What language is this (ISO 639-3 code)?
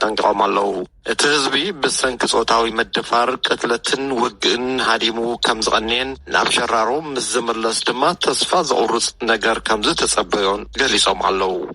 tir